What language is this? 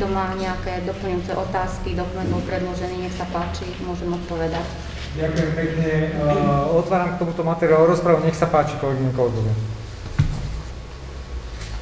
Slovak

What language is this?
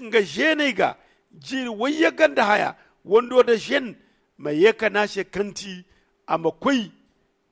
Zarma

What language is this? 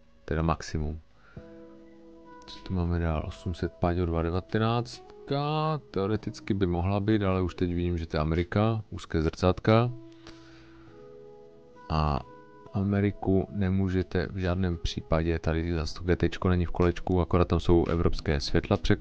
Czech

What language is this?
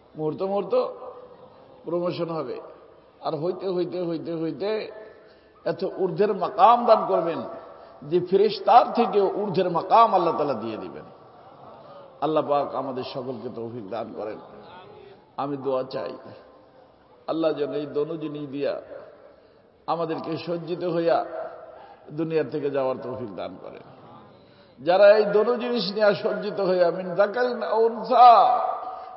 Bangla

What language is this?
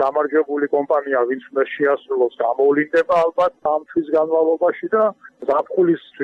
Georgian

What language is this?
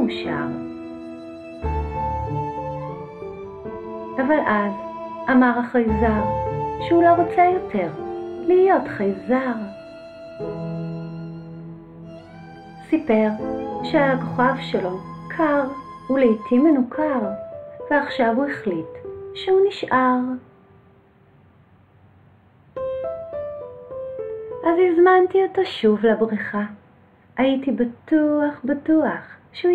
Hebrew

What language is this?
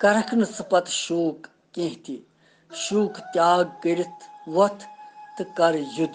Kashmiri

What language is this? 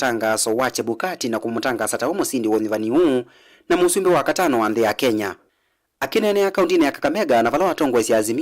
Kamba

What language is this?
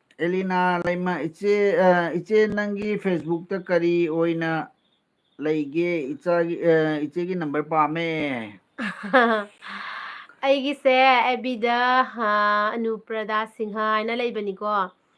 Manipuri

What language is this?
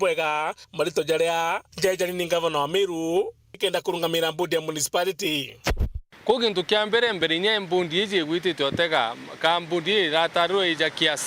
Meru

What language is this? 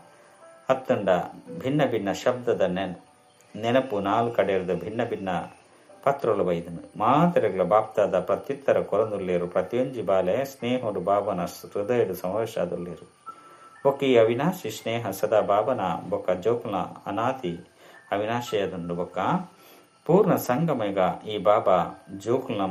Tulu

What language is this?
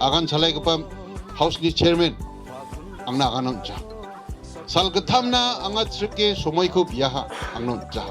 Garo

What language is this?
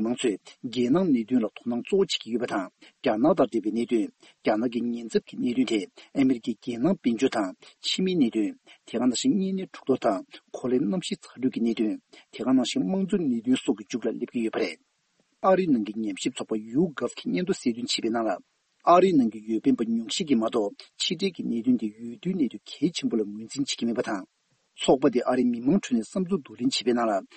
Tibetan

